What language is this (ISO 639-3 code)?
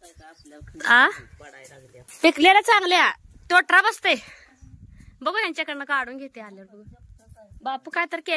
mar